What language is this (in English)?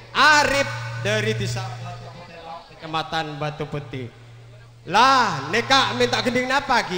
Madurese